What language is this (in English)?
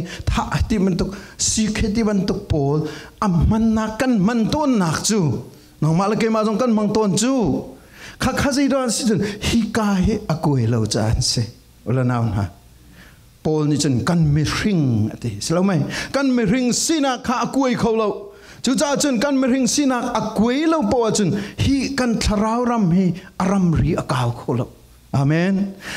Falam Chin